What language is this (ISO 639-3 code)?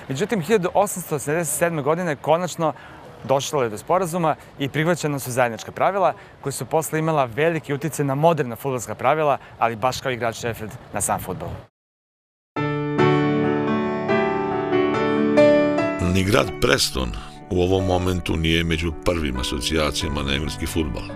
srp